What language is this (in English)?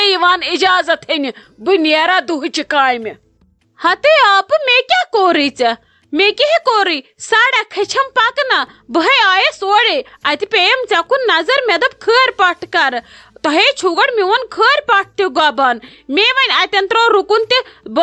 Kashmiri